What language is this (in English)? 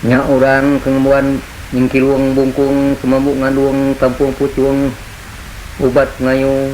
Iban